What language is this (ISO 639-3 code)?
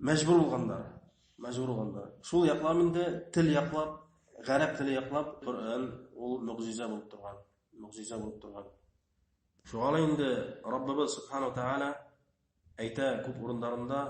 bak